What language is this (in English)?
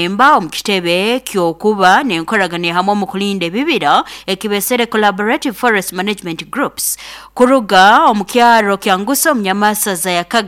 Nyoro